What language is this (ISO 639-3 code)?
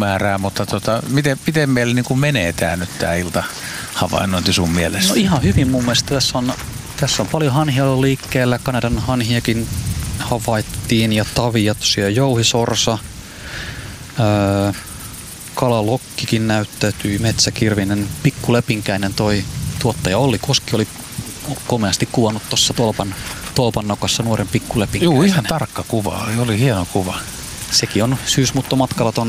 fin